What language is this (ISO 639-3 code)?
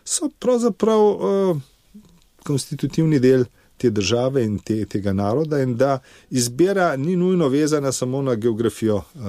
slv